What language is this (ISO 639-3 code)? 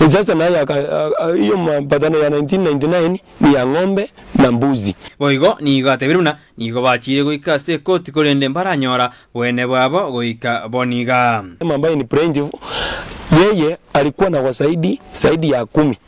guz